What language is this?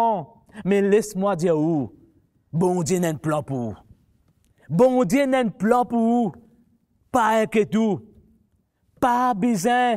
Morisyen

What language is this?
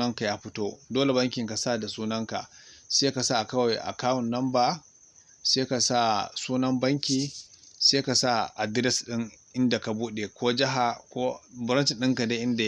Hausa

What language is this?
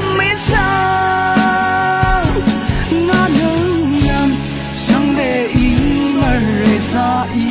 Rawang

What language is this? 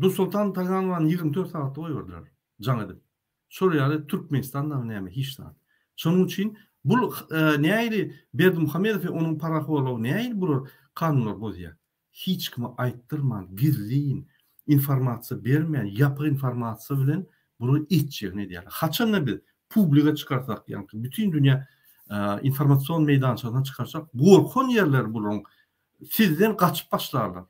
Turkmen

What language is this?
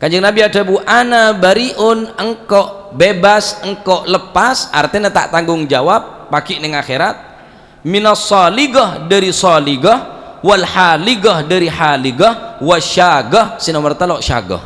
Madurese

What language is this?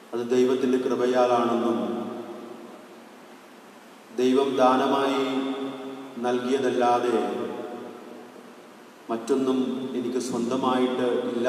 Malayalam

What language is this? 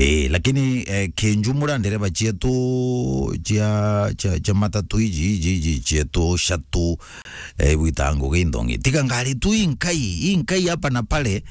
Meru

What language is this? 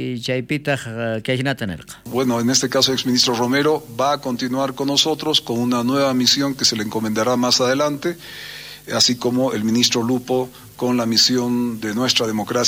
South Bolivian Quechua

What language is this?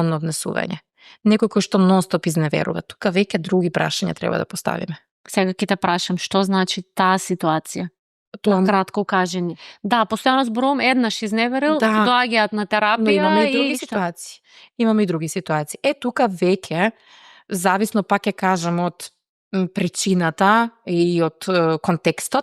Macedonian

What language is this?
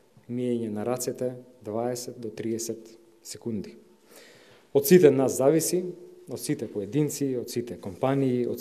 Macedonian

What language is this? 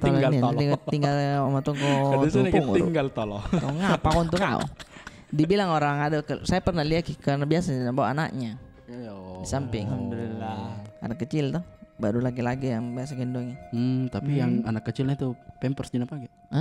Makassar Malay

